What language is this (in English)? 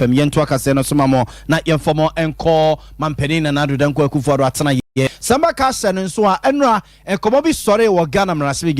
Akan